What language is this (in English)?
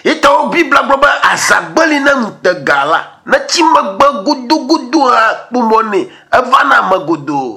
Ewe